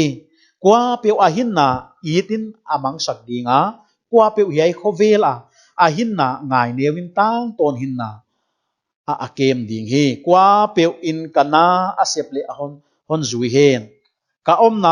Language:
Paite Chin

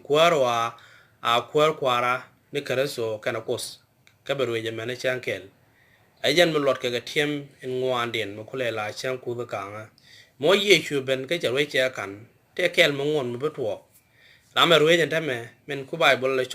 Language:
Nuer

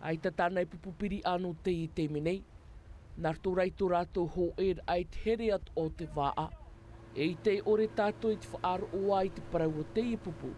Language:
Tahitian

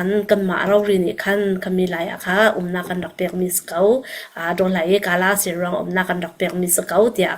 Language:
Falam Chin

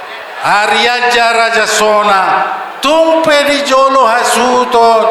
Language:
Batak Toba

